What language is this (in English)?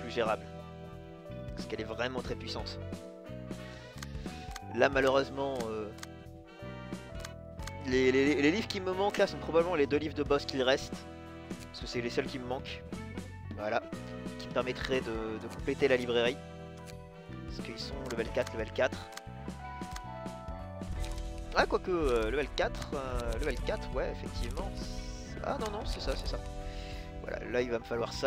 French